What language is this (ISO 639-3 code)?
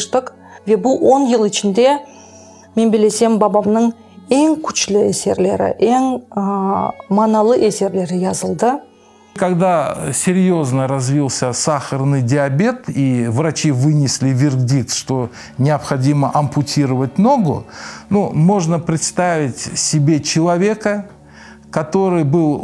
crh